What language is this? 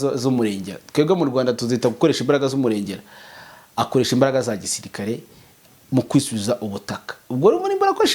Kinyarwanda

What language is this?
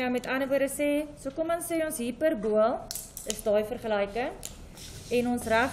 Afrikaans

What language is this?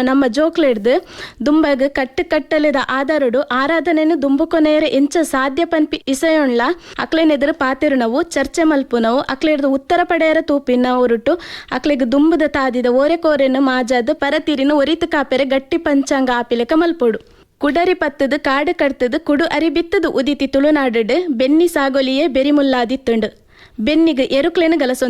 Tulu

